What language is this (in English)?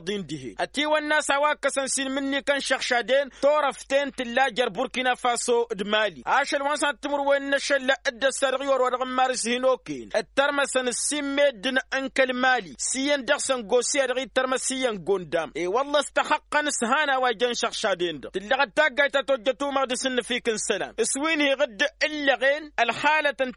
Tamasheq